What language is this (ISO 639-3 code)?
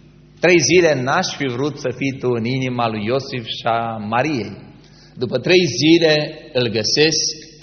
ron